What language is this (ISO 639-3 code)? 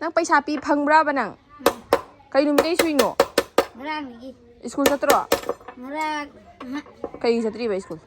mni